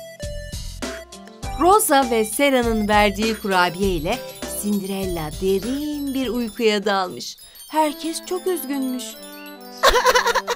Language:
Turkish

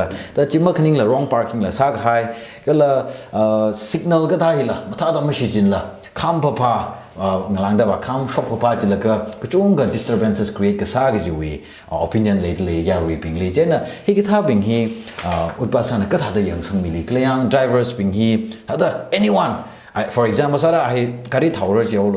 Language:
Tangkhul Naga (India)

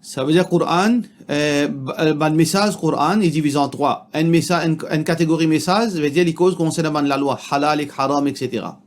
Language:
Morisyen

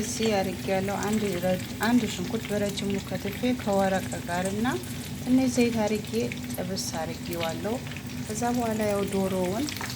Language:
Amharic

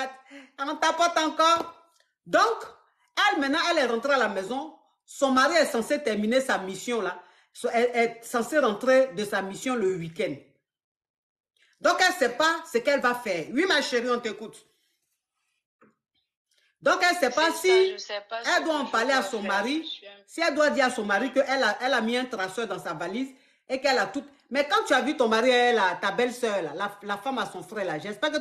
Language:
French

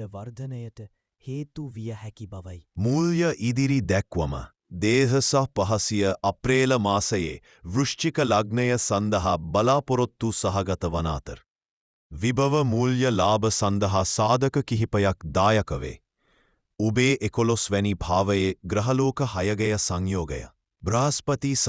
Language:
Sinhala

